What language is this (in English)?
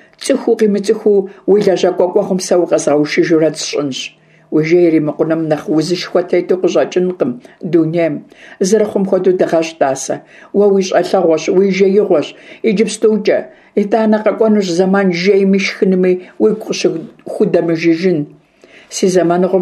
Kabardian